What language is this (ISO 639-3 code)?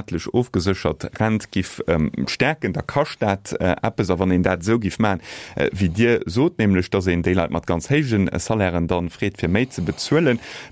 ltz